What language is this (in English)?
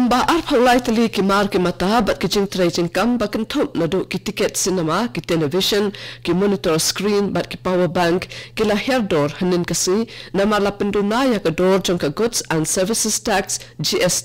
Khasi